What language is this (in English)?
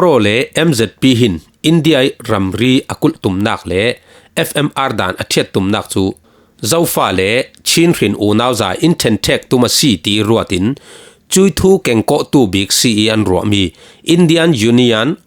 Falam Chin